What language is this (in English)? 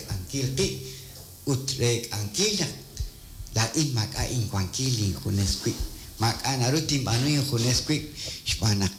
Kekchí